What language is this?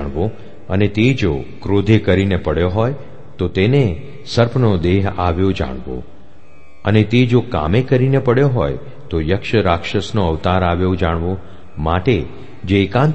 Gujarati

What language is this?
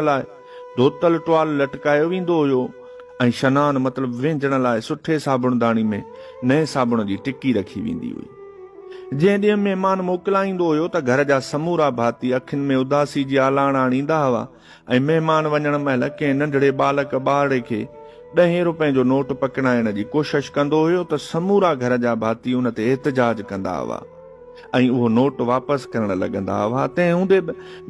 Sindhi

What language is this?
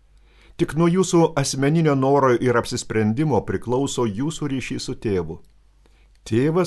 Lithuanian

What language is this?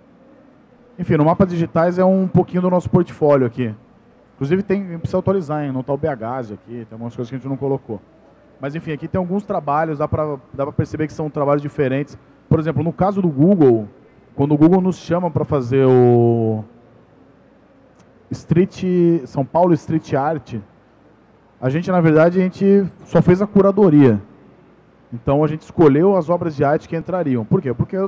Portuguese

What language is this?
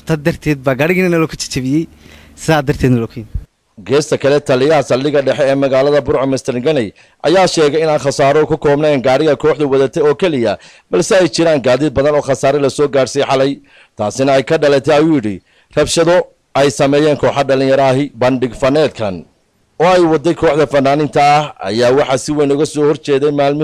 Somali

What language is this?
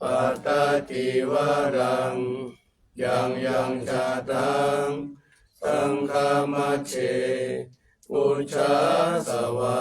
Pali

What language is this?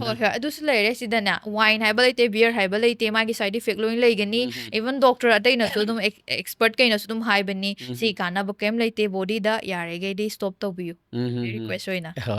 Manipuri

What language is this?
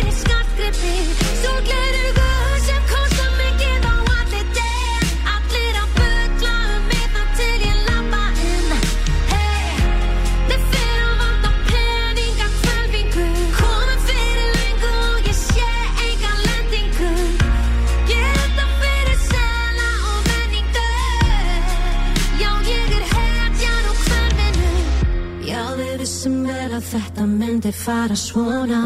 Icelandic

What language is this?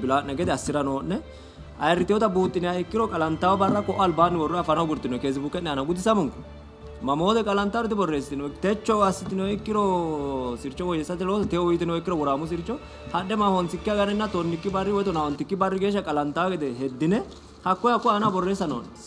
Sidamo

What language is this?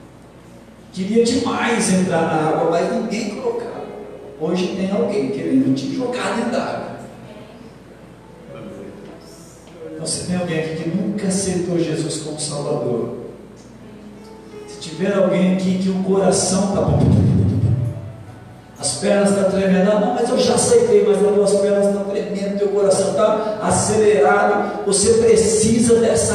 Portuguese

